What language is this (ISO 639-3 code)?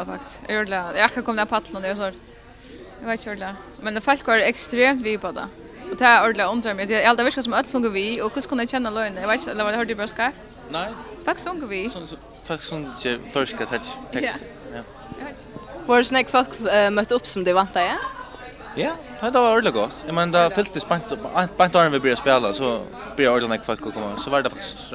fao